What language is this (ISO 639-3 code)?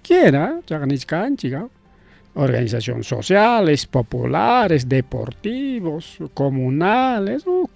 quy